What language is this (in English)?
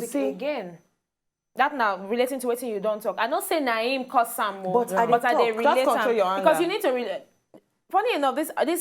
Nigerian Pidgin